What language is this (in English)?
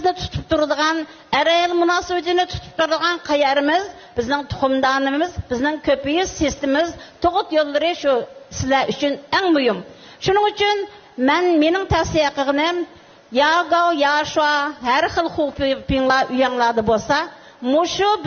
Uyghur